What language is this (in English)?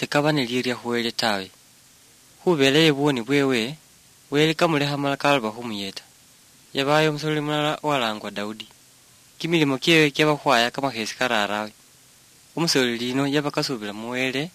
Luyia